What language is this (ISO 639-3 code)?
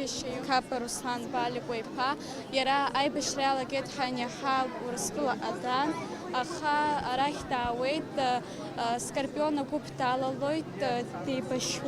abk